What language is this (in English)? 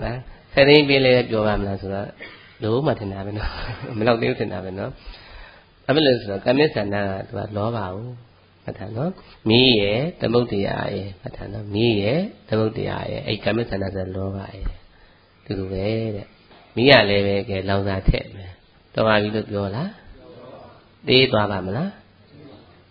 Burmese